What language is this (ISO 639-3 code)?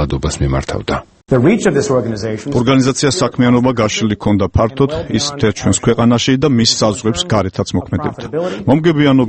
kat